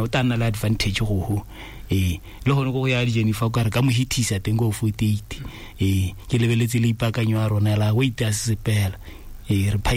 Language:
Tswana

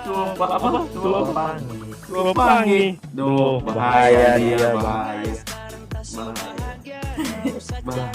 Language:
Manado Malay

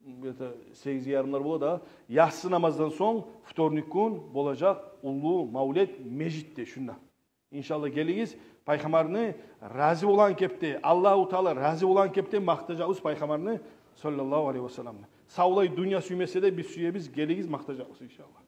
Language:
Kumyk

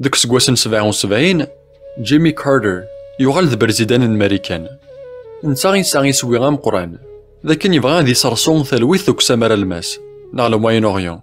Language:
Kabyle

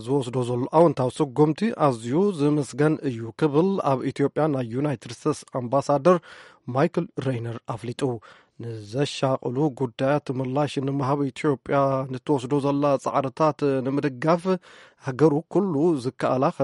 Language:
Tigrinya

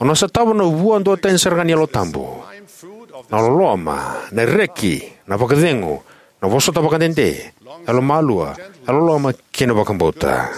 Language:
Fijian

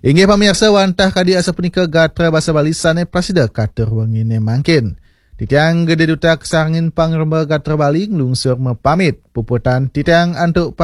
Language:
Balinese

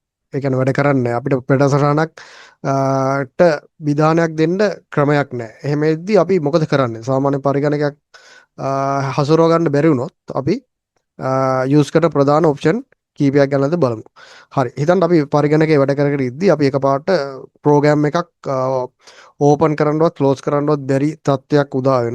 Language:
Sinhala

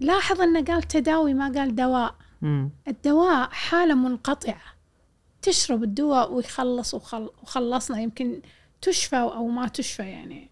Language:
Gulf Arabic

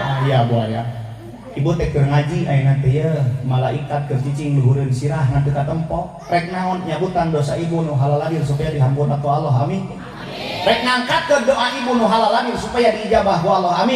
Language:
Sundanese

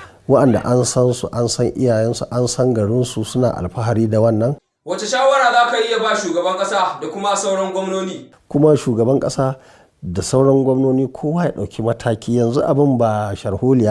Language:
Hausa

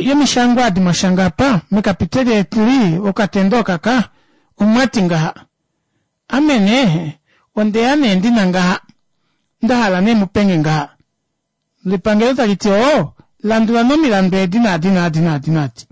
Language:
Kuanyama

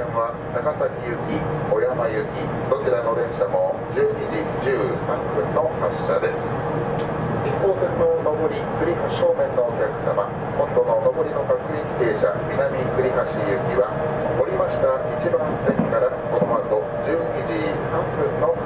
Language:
Japanese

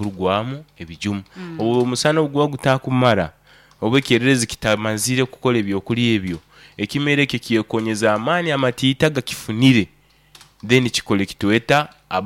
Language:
Nyoro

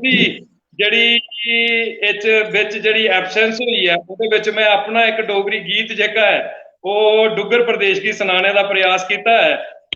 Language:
Dogri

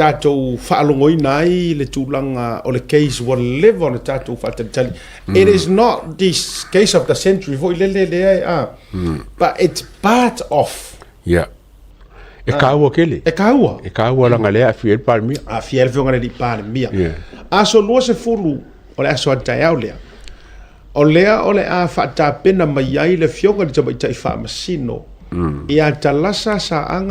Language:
Samoan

